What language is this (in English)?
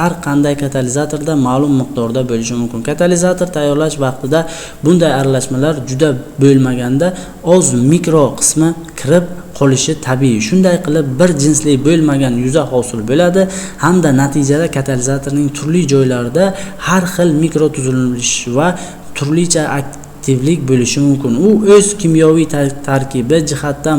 Uzbek